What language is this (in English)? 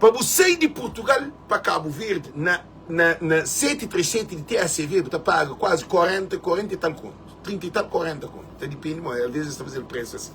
Kabuverdianu